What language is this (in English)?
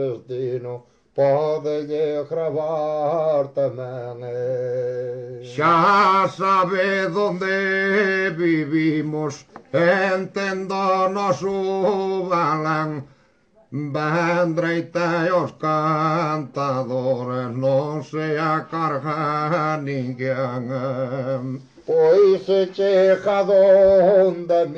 Galician